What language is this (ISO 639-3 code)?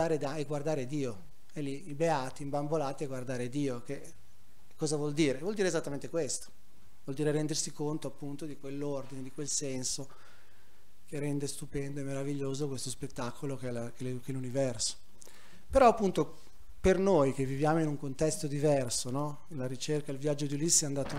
ita